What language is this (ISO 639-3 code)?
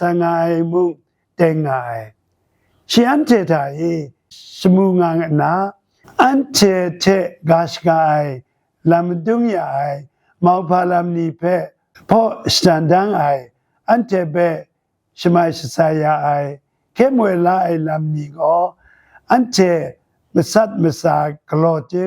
kac